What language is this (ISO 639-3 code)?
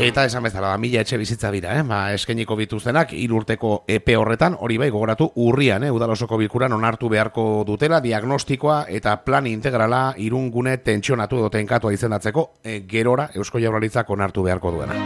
eus